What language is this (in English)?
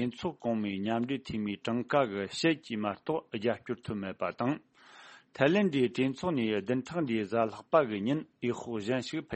Tibetan